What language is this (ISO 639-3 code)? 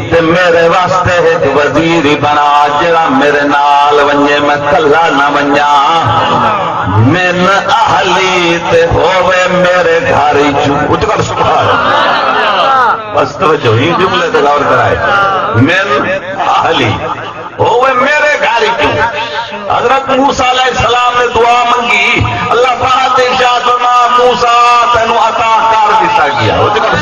skr